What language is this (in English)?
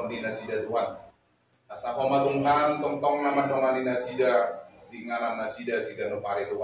Batak Toba